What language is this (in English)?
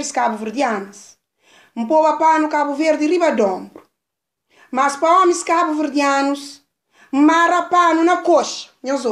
Kabuverdianu